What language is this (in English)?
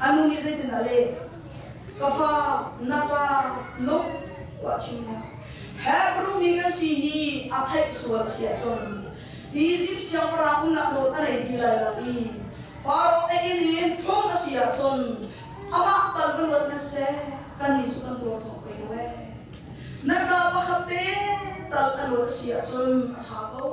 Hakha Chin